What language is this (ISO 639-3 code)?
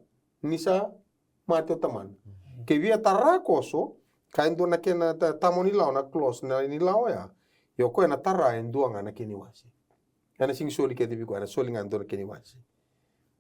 fij